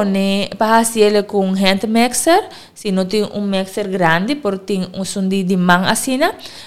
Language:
Papiamento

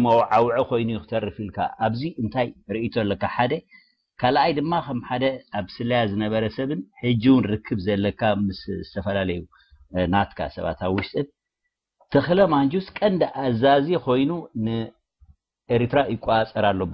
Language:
Tigrinya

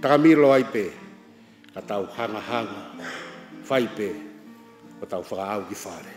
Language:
Tongan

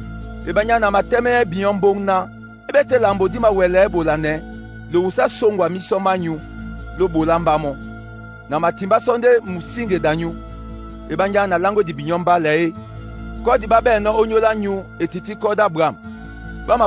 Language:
Duala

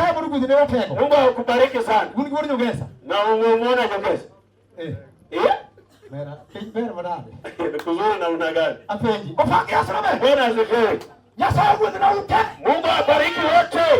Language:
Luo (Kenya and Tanzania)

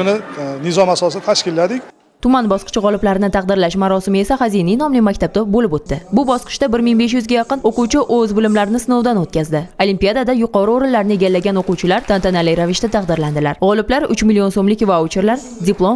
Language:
Uzbek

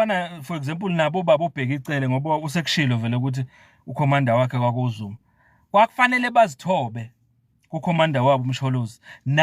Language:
Zulu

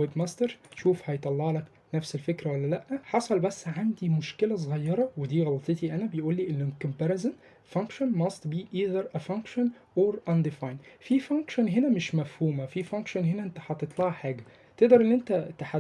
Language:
Egyptian Arabic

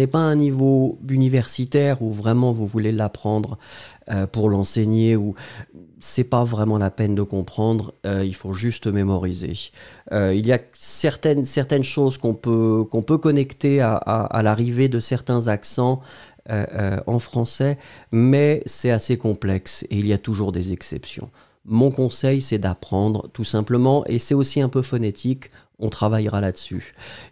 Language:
French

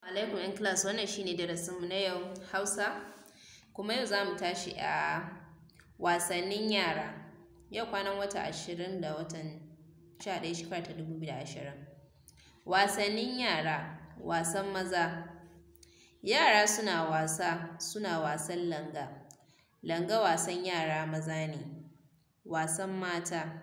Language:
Hausa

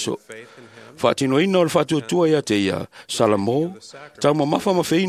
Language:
Samoan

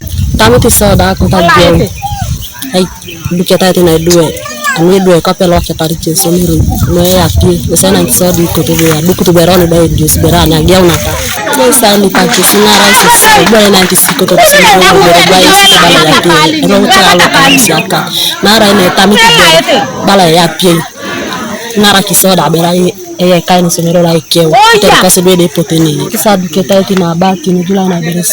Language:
Teso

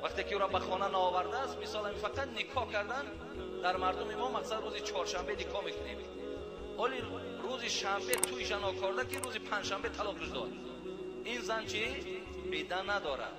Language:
Tajik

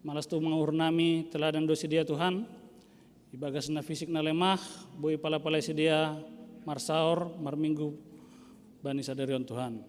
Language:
Batak Simalungun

